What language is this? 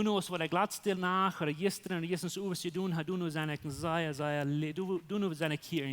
Plautdietsch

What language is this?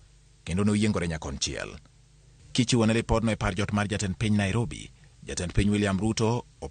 Luo (Kenya and Tanzania)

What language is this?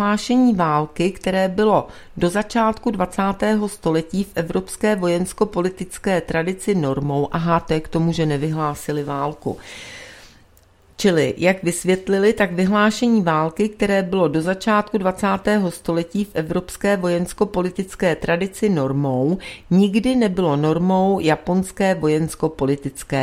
Czech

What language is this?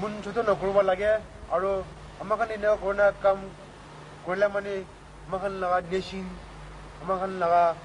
Naga Pidgin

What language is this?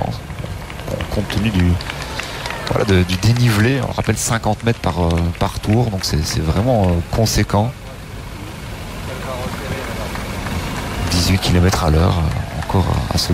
French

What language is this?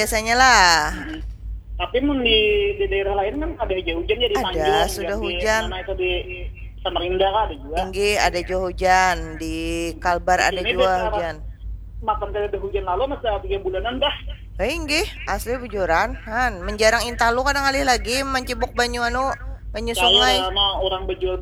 Banjar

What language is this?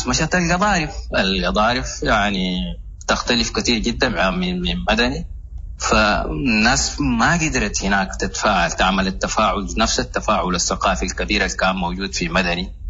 Sudanese Arabic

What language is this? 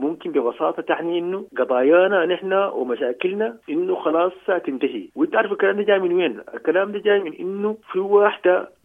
Sudanese Arabic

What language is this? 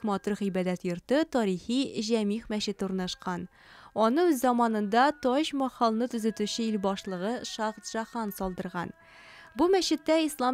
Tatar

